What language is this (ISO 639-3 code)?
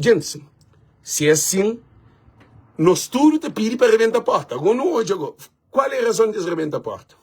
kea